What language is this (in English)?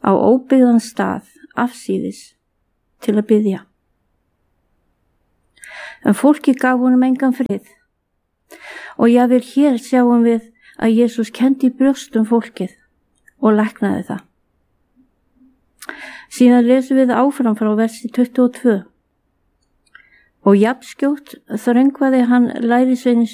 Icelandic